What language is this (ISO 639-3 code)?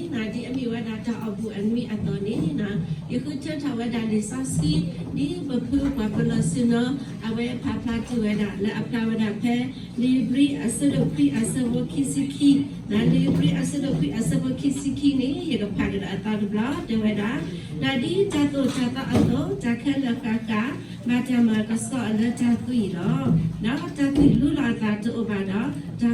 ksw